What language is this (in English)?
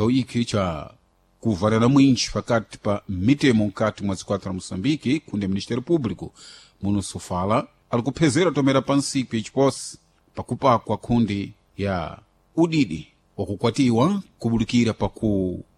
Sena